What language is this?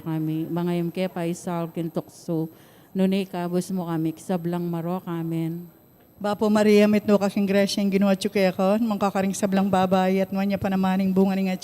Pampanga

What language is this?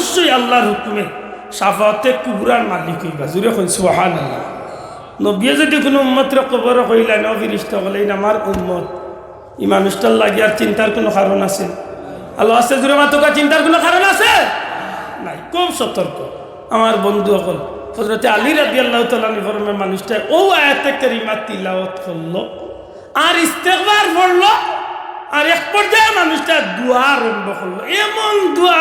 Sylheti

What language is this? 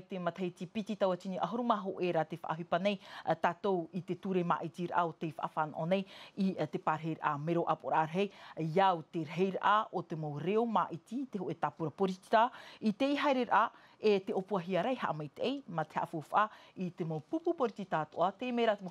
Tahitian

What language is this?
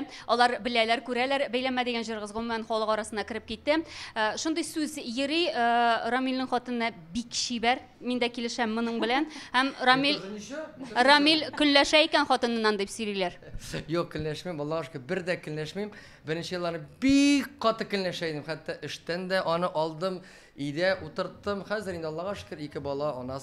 Tatar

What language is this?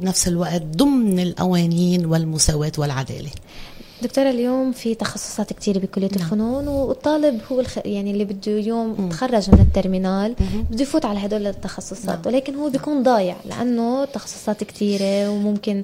North Levantine Arabic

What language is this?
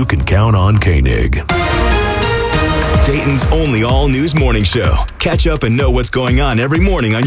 English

